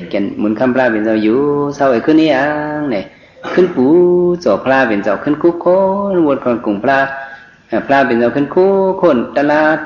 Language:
Shan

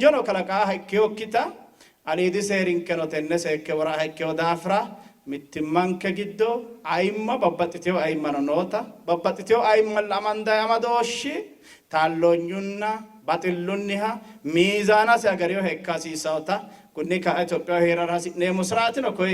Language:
Sidamo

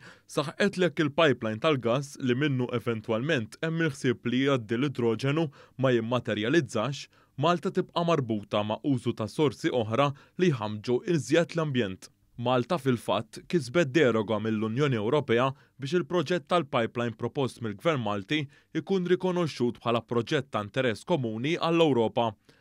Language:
Maltese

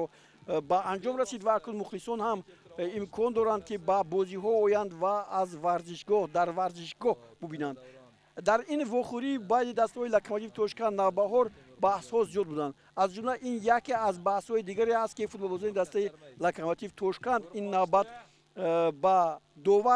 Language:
Tajik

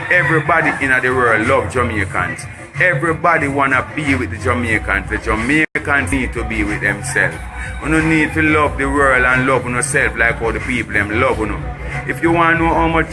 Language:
Jamaican Creole English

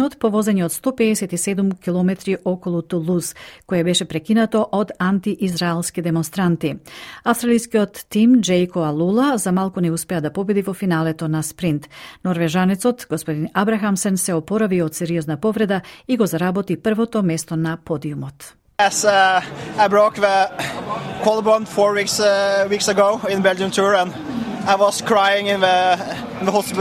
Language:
Macedonian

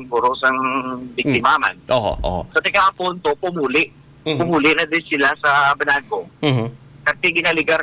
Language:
Hiligaynon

